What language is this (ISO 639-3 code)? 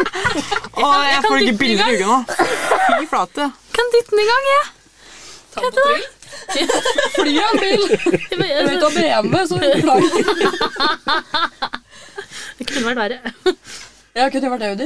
nor